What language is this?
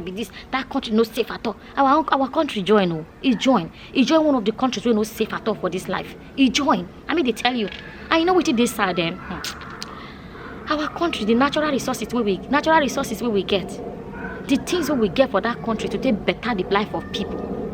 Nigerian Pidgin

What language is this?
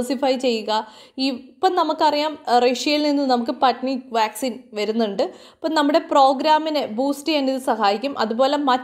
Malayalam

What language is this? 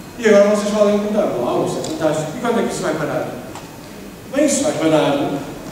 Portuguese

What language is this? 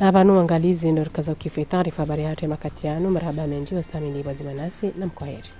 Ngazidja Comorian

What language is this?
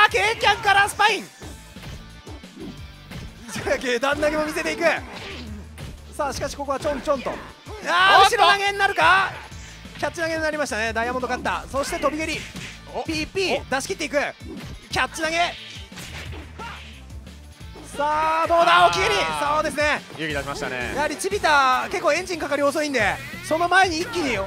Japanese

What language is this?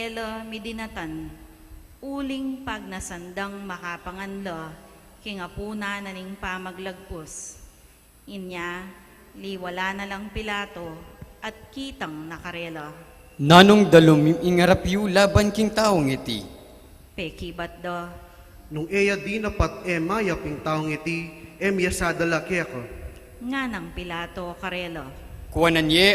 Pampanga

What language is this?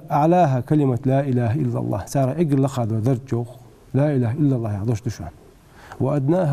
Ingush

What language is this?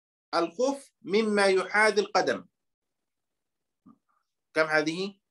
Arabic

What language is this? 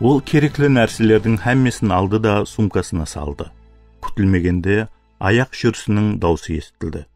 Kara-Kalpak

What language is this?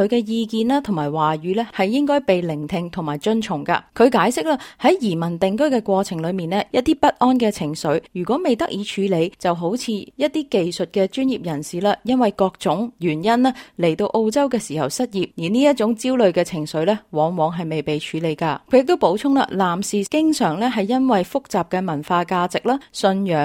Cantonese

